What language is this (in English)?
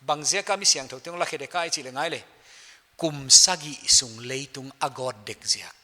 Paite Chin